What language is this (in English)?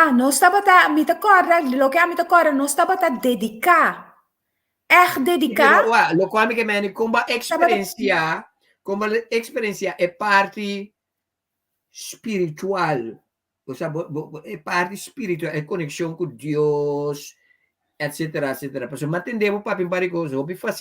Papiamento